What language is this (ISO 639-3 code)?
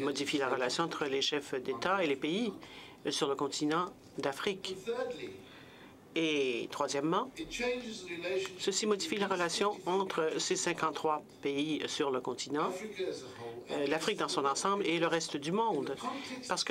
fra